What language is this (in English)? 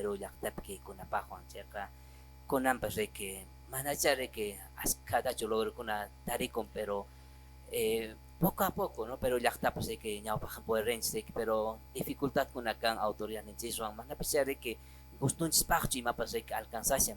Quechua